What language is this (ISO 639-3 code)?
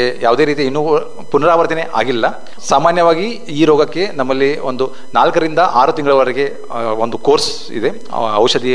kan